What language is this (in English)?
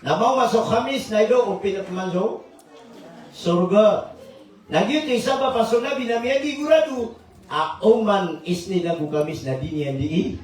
Maranao